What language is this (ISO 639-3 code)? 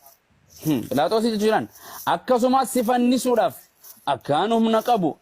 orm